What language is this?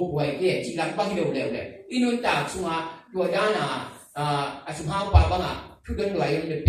Tedim Chin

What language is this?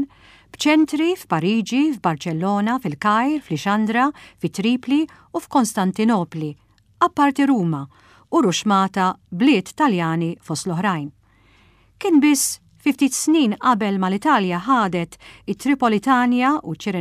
Maltese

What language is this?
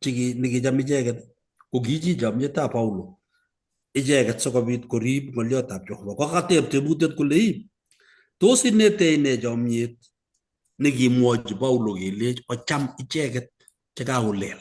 Kalenjin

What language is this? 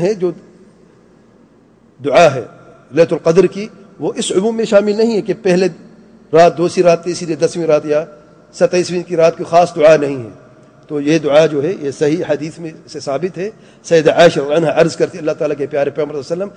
Urdu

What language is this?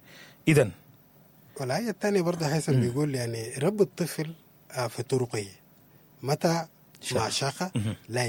Sudanese Arabic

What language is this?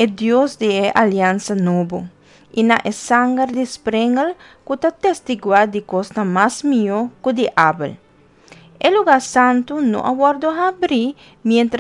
Papiamento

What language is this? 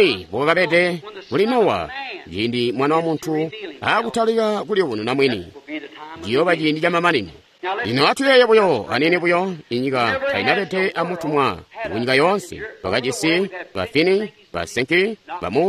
Tonga (Zambia)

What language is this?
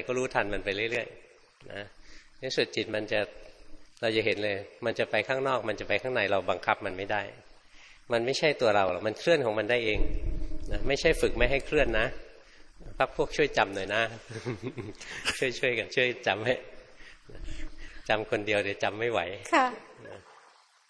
Thai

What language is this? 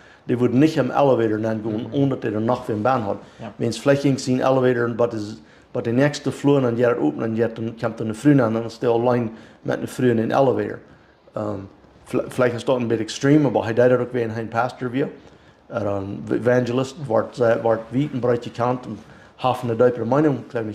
Plautdietsch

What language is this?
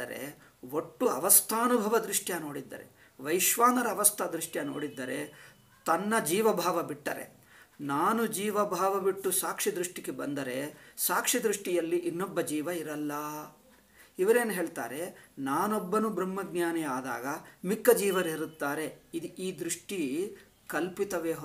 Kannada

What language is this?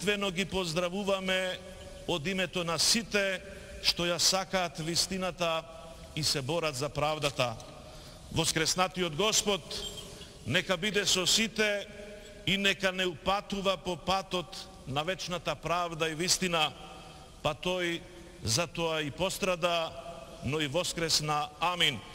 Macedonian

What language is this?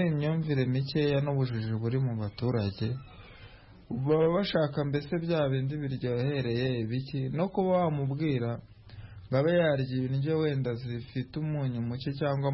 Kinyarwanda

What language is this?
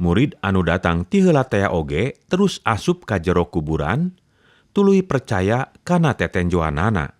Sundanese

